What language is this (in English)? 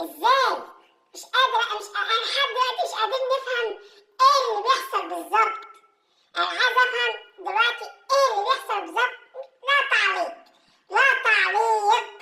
Egyptian Arabic